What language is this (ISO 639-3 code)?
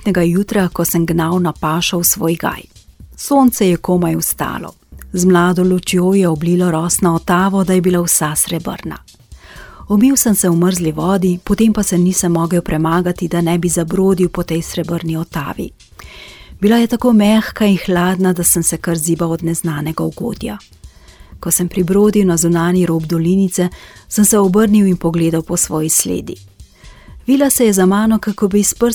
slv